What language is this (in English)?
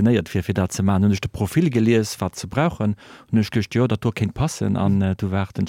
Luxembourgish